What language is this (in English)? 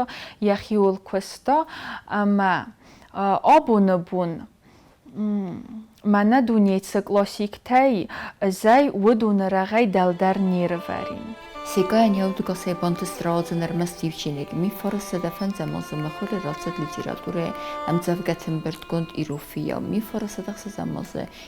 Ossetic